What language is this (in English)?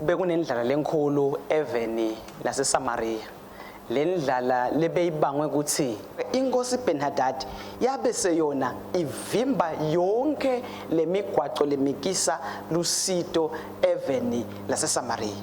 Swati